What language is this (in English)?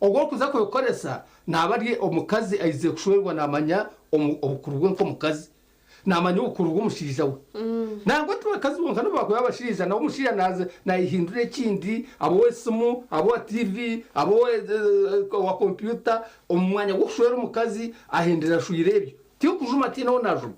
Nyankole